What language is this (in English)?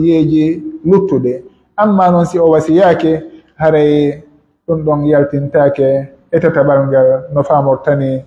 Pular